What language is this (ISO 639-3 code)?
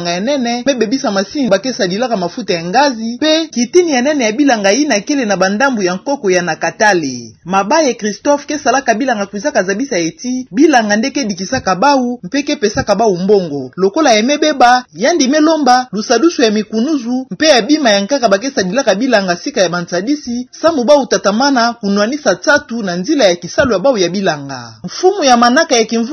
ktu